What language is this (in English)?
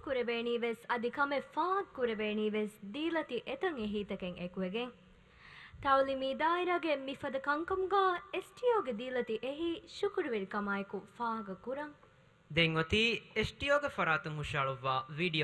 Divehi